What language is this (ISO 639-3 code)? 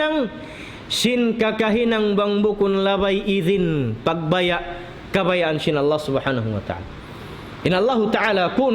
tsg